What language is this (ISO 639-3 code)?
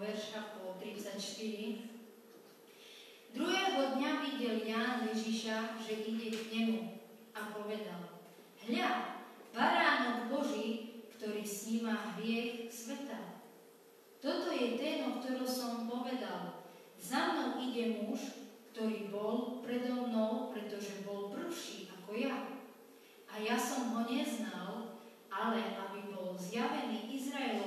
slk